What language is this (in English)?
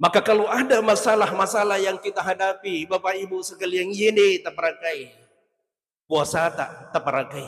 Buginese